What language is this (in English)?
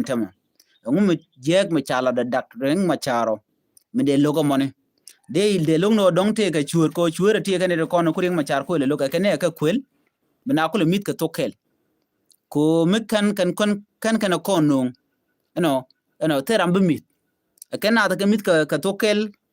Nuer